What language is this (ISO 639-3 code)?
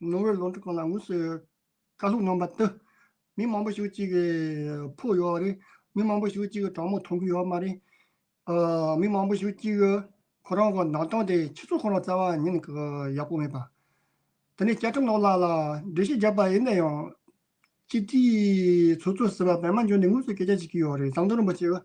bod